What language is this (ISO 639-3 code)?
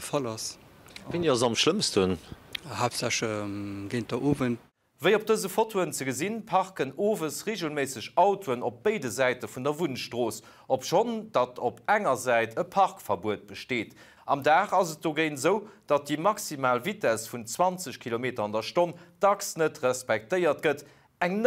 ltz